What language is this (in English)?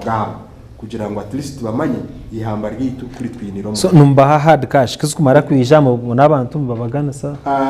Nyankole